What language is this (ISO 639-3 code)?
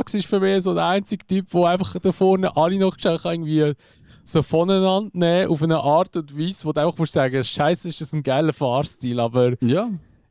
gsw